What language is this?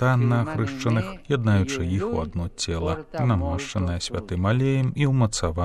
Belarusian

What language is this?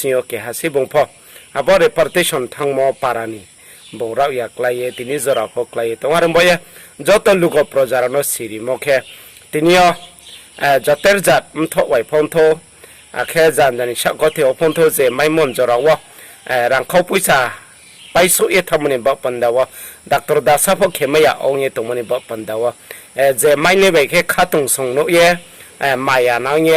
Riang (India)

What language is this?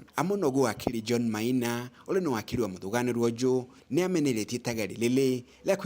Meru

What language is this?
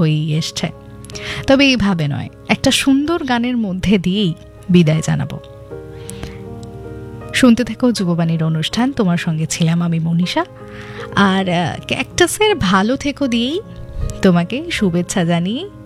Bangla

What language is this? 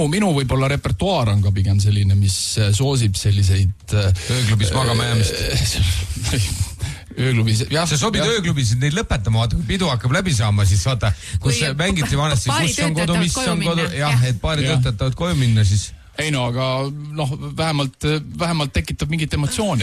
Estonian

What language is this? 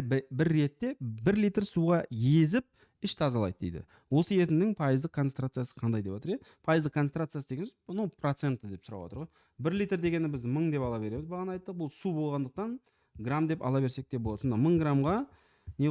Kazakh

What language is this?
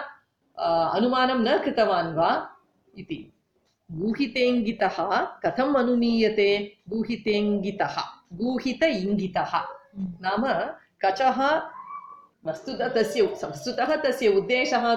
Sanskrit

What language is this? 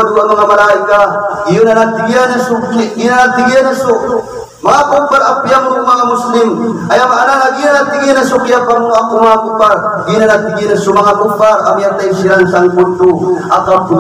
Maranao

